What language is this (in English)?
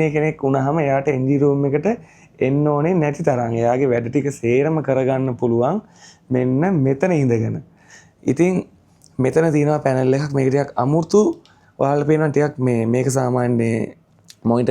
Sinhala